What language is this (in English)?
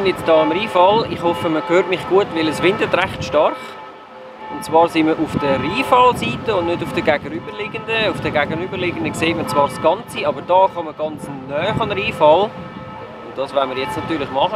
Swiss German